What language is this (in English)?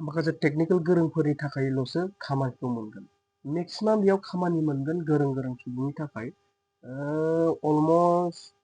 Bodo